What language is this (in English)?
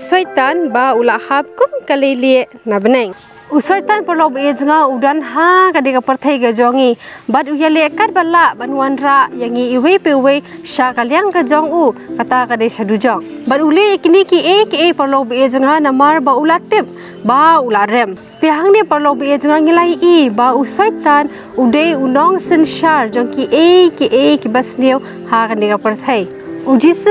Khasi